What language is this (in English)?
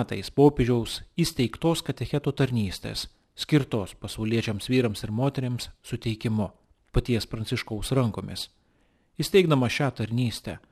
Lithuanian